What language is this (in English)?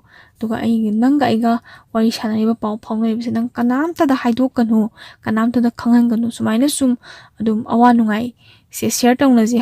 Manipuri